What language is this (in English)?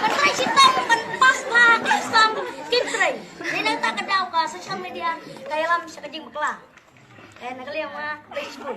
Khasi